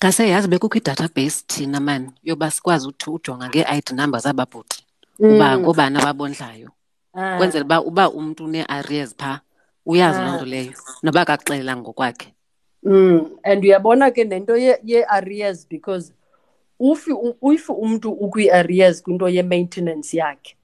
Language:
Xhosa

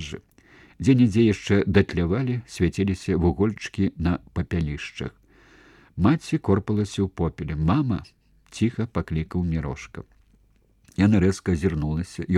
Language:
Belarusian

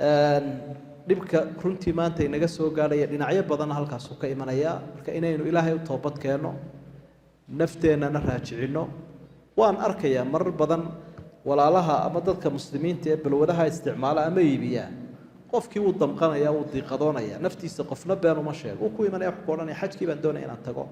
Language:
Somali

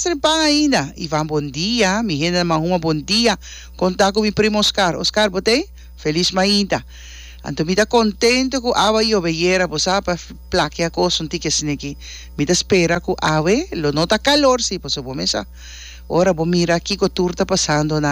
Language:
Papiamento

